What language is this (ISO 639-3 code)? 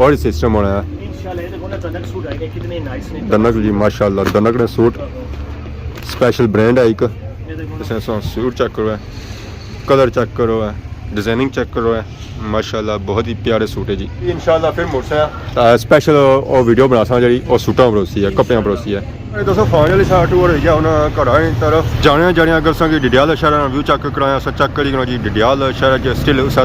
phr